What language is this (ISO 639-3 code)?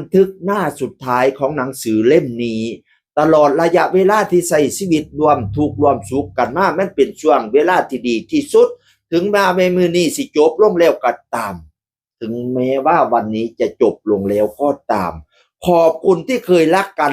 tts